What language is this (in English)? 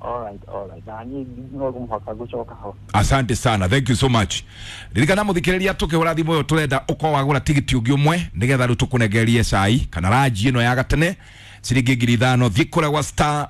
Kikuyu